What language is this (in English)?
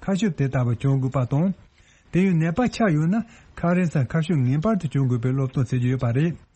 Tibetan